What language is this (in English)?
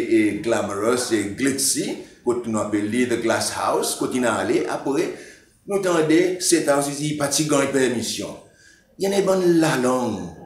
Seselwa Creole French